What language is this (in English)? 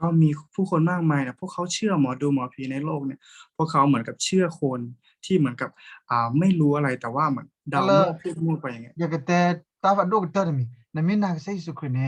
S'gaw Karen